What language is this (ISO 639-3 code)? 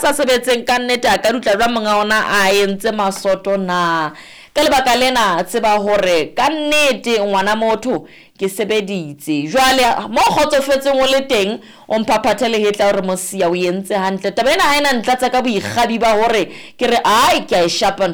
sot